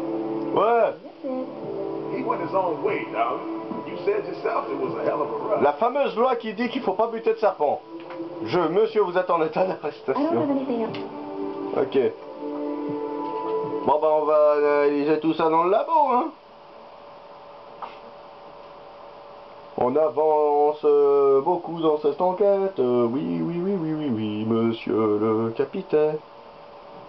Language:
French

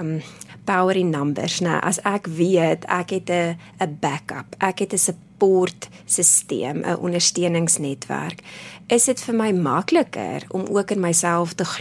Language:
Afrikaans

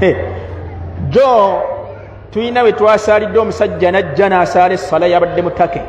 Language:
Ganda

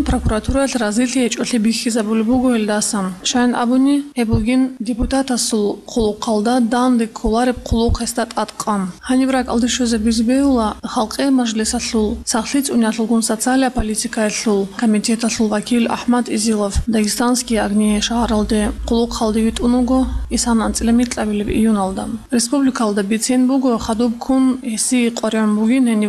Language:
Avaric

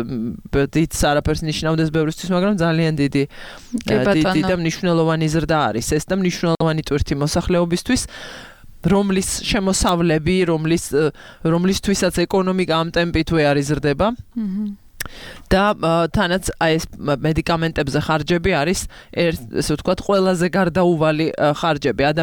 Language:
Georgian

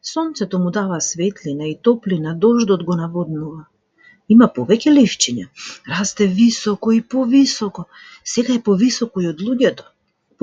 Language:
Macedonian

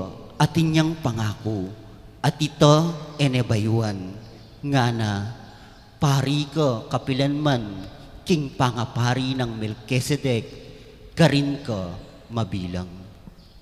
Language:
Pampanga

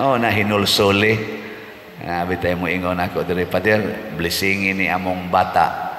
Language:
Cebuano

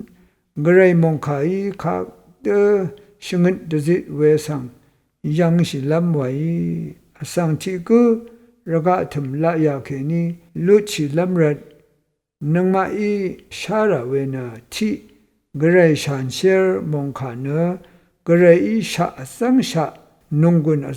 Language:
Rawang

